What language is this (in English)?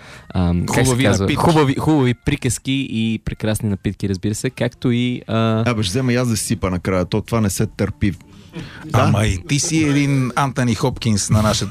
Bulgarian